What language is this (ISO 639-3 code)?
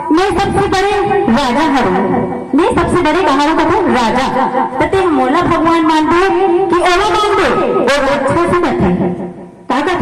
hne